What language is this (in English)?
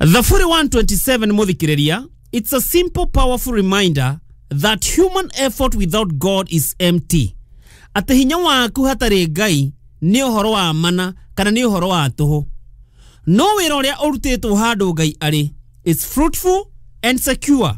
Kikuyu